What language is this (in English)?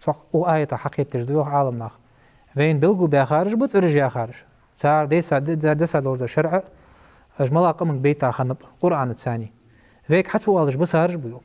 Ingush